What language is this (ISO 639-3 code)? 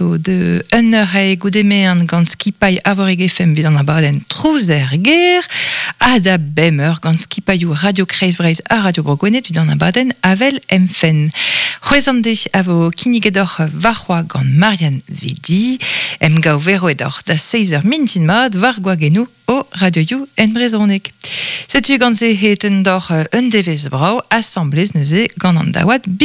bre